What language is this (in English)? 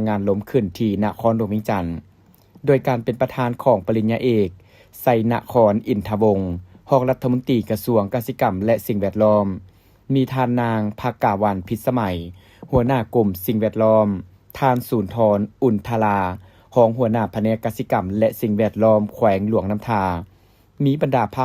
Lao